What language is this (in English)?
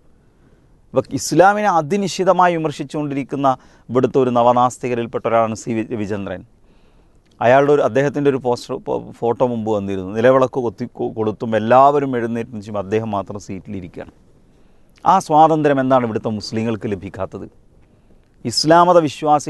Malayalam